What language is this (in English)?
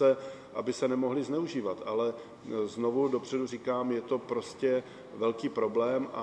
Czech